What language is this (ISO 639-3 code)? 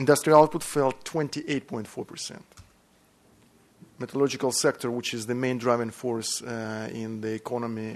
eng